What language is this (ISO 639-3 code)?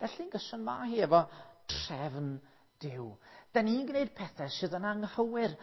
cym